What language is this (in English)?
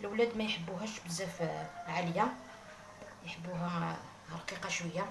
Algerian Arabic